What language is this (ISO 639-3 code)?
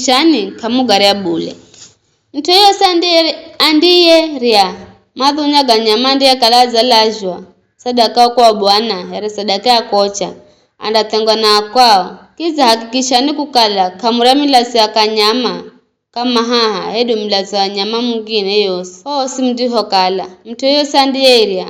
nyf